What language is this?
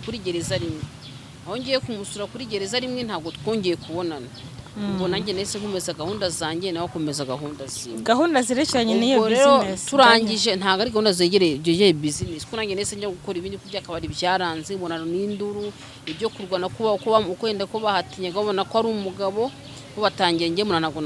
Kinyarwanda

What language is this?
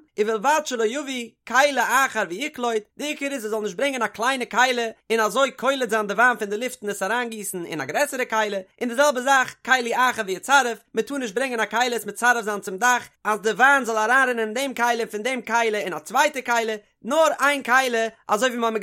Yiddish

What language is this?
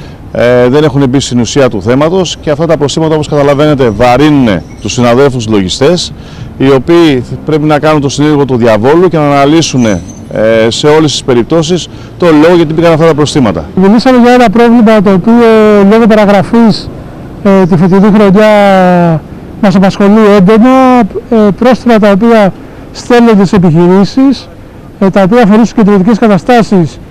Greek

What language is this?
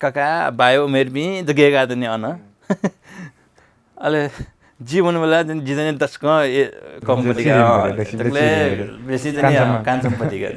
Newari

